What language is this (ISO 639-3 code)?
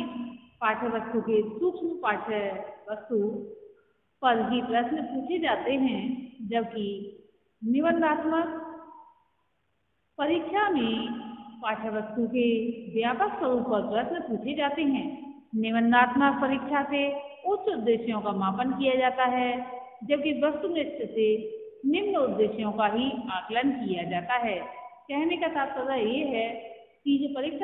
hin